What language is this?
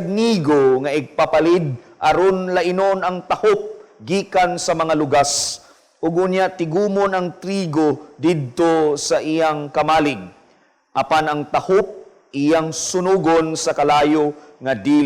Cebuano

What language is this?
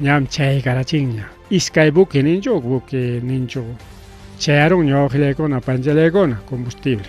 Ayacucho Quechua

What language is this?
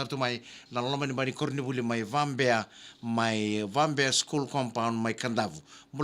Fijian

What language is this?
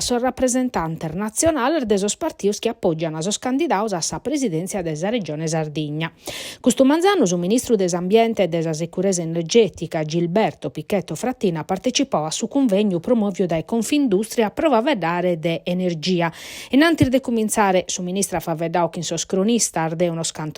Sardinian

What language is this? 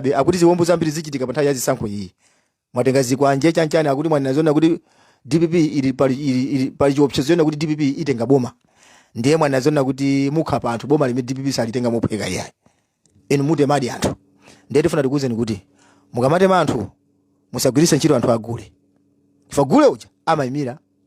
Nyanja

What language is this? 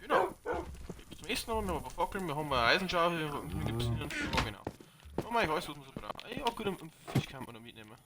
Bavarian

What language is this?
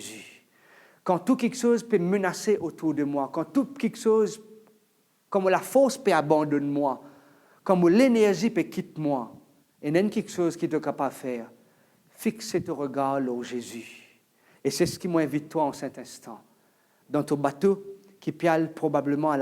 Morisyen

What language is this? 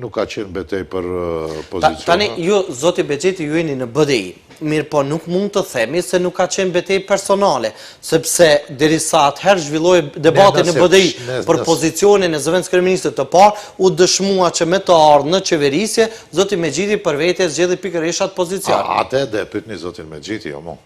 Albanian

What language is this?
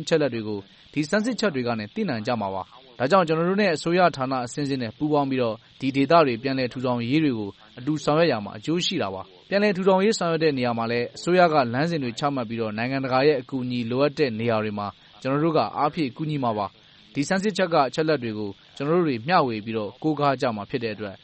Burmese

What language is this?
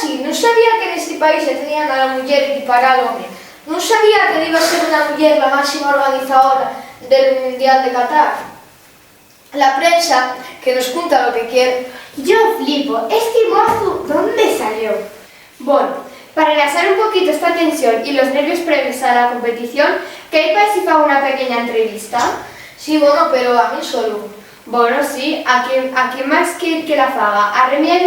Asturian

